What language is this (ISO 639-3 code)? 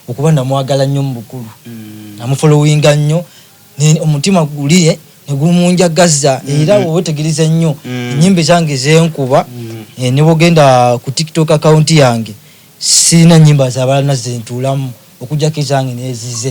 xog